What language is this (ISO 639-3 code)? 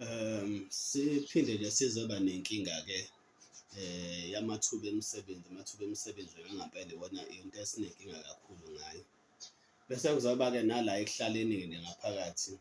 zul